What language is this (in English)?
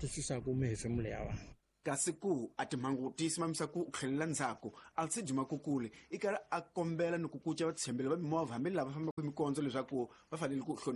Tsonga